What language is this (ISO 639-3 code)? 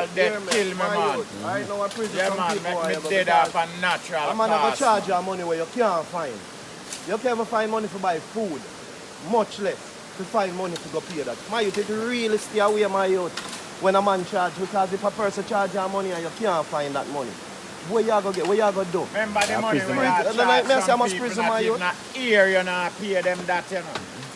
jam